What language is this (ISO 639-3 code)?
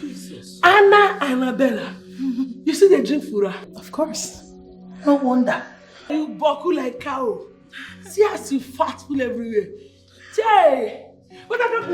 pcm